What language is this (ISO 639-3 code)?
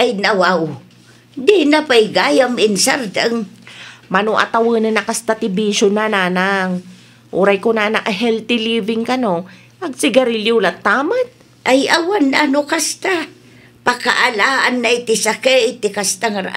ilo